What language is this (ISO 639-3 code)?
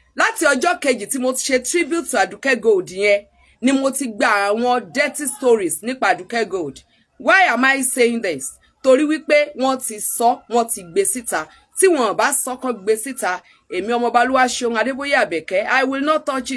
yor